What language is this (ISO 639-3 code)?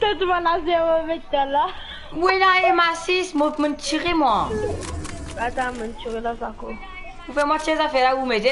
mfe